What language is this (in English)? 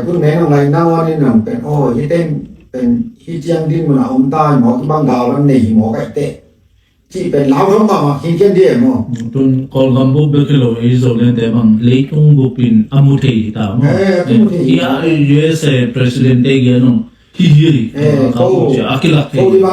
Tedim Chin